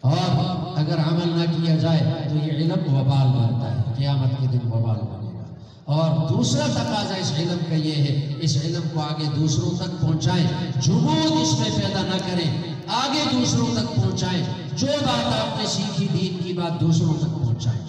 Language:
Eastern Balochi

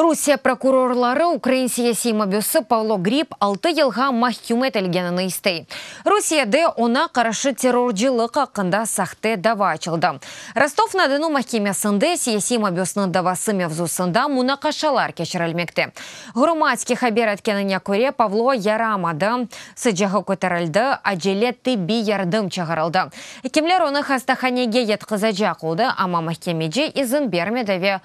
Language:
Crimean Tatar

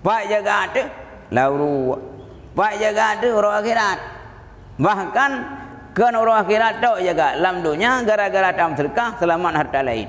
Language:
Achinese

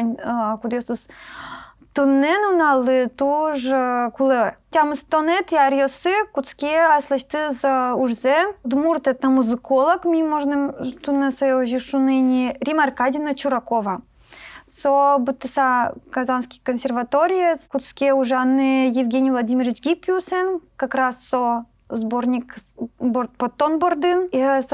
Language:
Udmurt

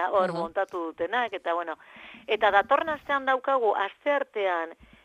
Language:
Basque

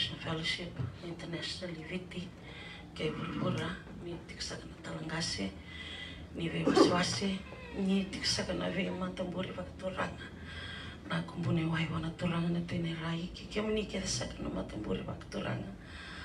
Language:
Fijian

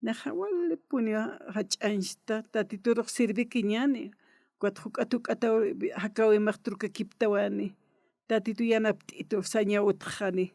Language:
Aymara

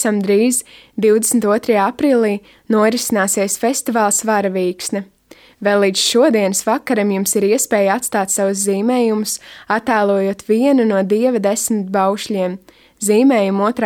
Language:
Latvian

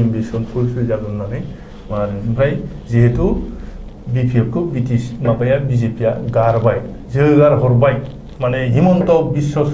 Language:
Bodo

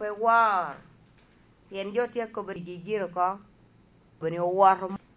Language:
Lango (Uganda)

